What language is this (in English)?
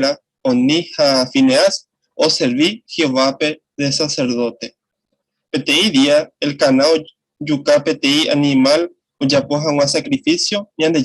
Guarani